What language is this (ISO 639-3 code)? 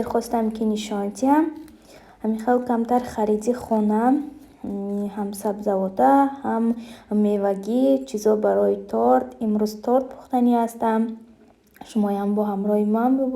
tgk